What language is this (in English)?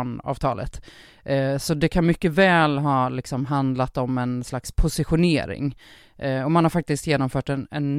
Swedish